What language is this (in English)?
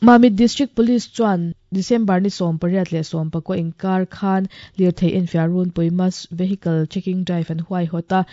Mizo